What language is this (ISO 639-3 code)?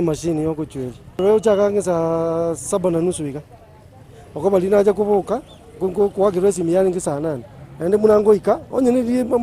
guz